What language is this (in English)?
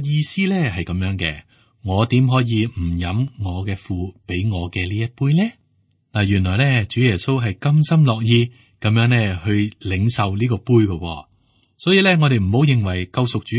Cantonese